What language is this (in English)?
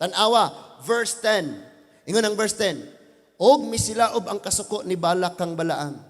Cebuano